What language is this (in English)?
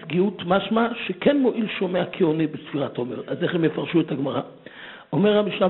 Hebrew